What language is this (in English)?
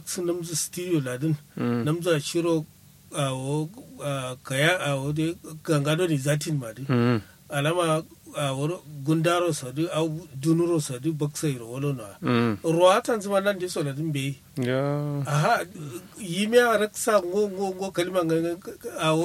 Kanuri